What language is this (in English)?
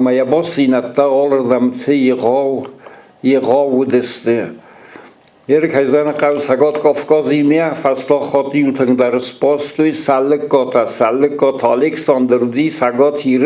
Ossetic